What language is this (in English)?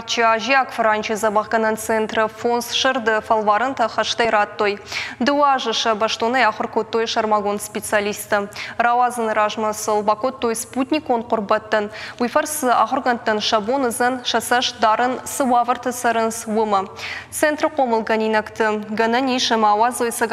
Ossetic